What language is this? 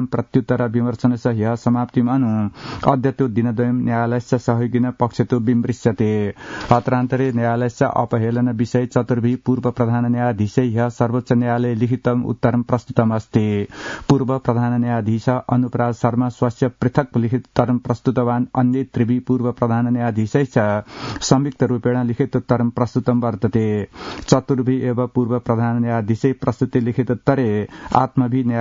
Sanskrit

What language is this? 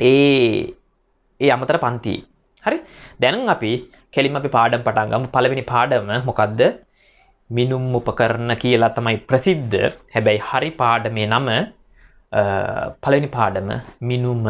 Sinhala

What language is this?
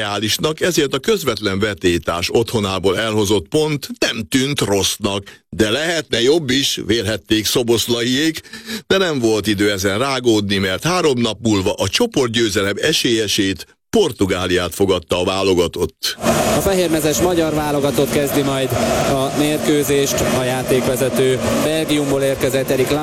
Hungarian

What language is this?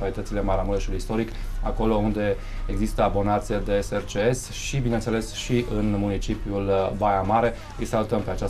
Romanian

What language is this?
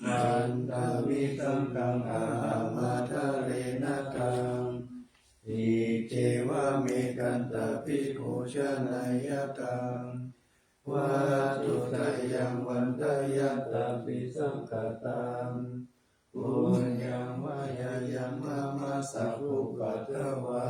Pali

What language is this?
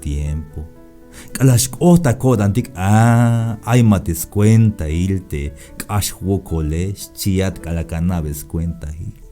Tzeltal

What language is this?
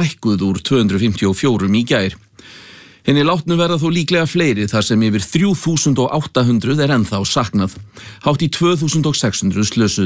Icelandic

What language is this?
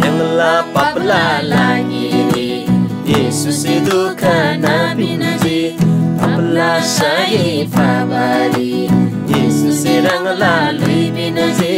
Eastern Tamang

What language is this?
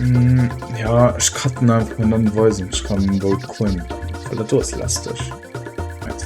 Luxembourgish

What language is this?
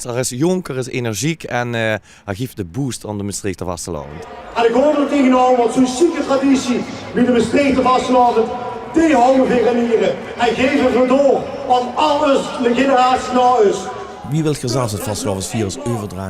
Limburgish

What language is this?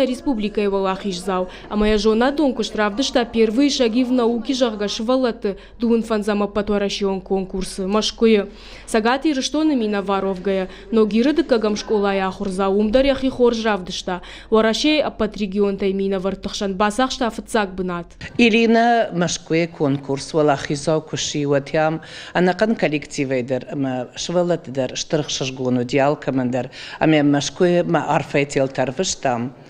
Ossetic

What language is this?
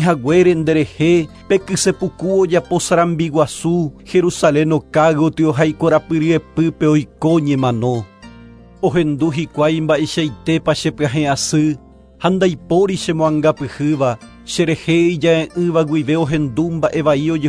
Guarani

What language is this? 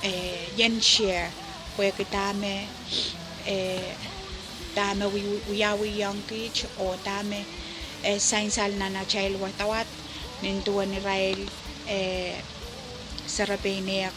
Pohnpeian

